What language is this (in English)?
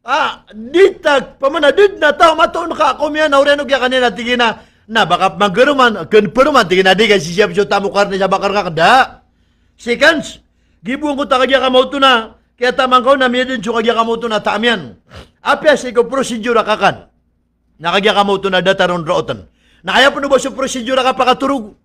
Maranao